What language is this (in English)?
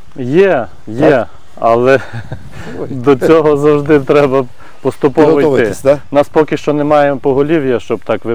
Ukrainian